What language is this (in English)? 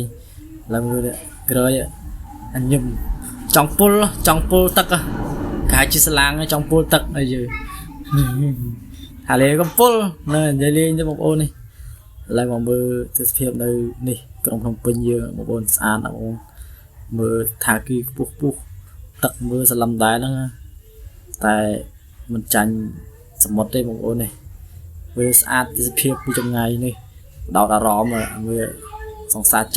Khmer